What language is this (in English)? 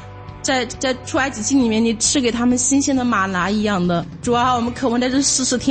Chinese